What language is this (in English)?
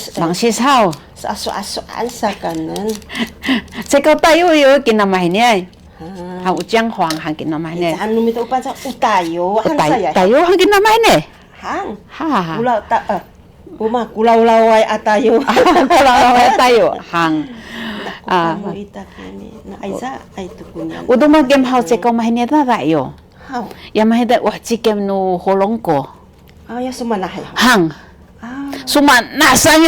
Sakizaya